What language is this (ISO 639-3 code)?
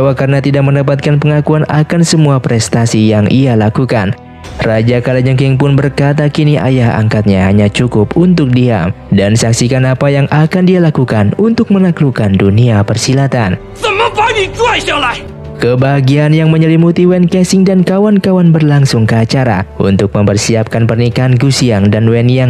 ind